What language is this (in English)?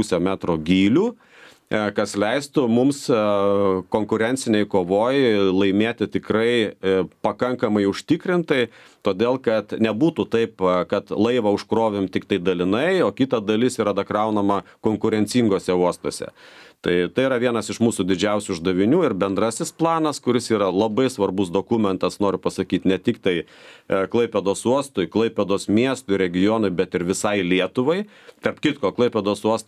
Lithuanian